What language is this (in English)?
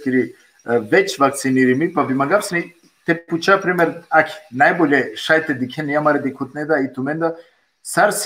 Balkan Romani